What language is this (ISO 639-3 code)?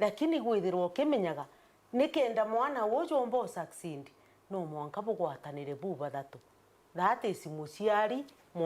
mer